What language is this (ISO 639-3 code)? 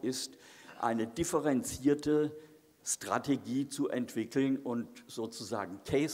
deu